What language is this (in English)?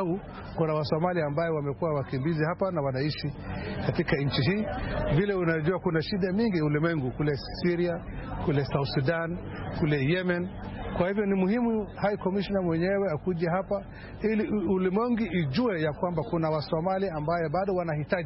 Swahili